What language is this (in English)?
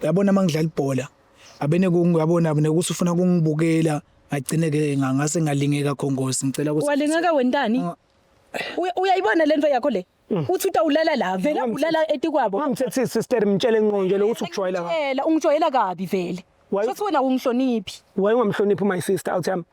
Zulu